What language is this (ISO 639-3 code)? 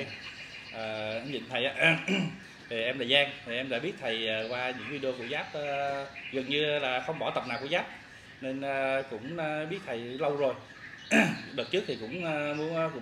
vie